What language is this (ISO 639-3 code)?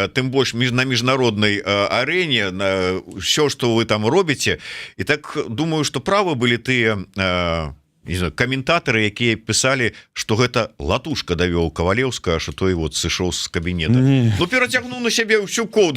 bel